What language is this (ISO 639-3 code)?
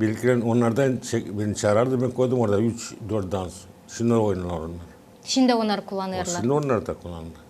gag